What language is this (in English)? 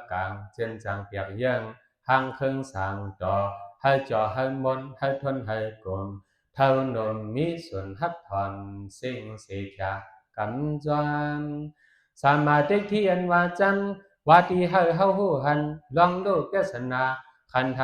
Shan